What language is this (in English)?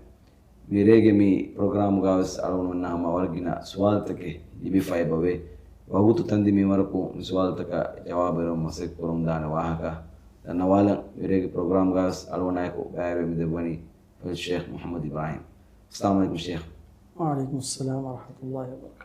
Divehi